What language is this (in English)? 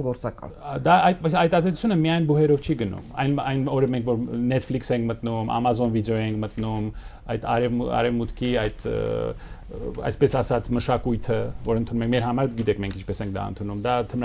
Armenian